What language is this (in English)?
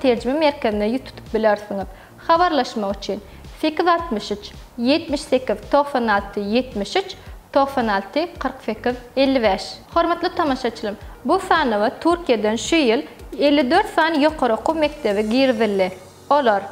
Turkmen